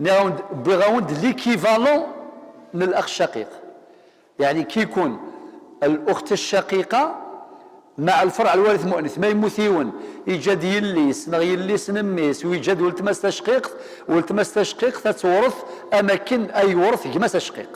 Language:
Kabyle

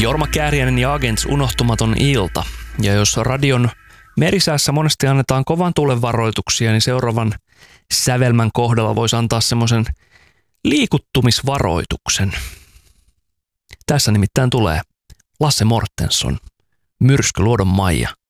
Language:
Finnish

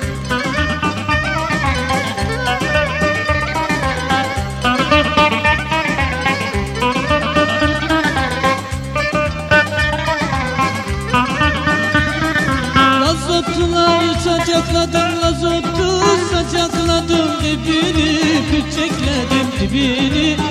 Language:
Turkish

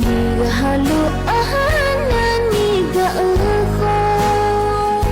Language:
Akha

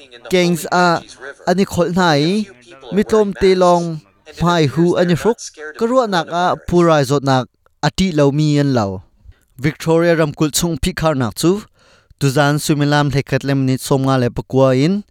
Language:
Hakha Chin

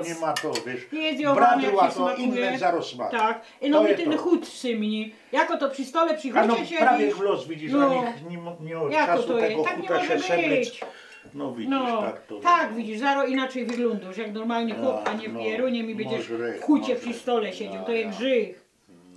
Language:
Silesian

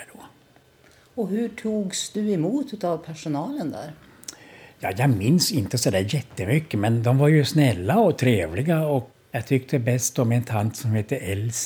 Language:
Swedish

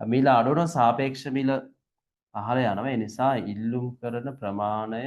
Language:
Sinhala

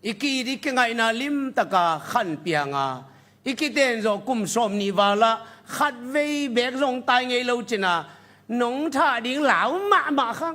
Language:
Tedim Chin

